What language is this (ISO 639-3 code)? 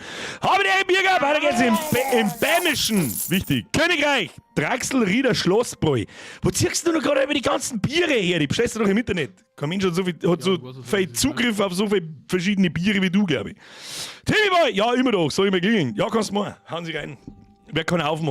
bar